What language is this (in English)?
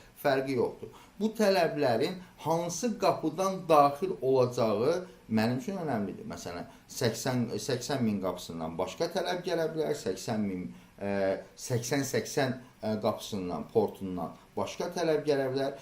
Azerbaijani